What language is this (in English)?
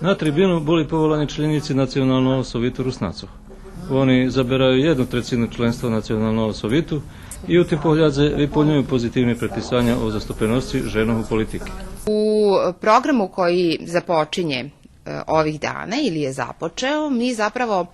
Rusyn